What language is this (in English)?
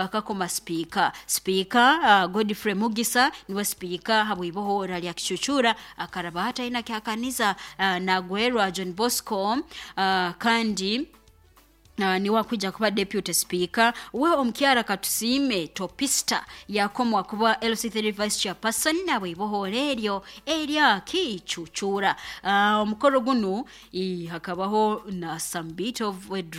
Nyoro